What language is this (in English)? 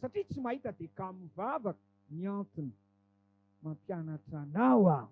Malagasy